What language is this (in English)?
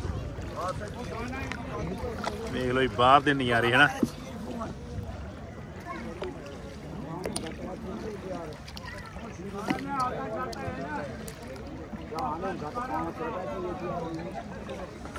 Punjabi